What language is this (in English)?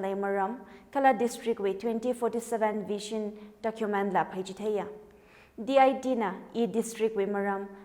Tangkhul Naga (India)